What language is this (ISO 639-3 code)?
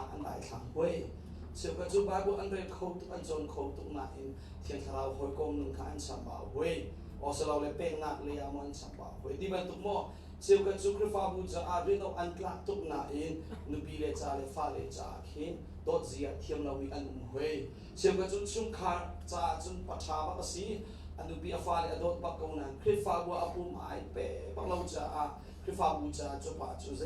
cnh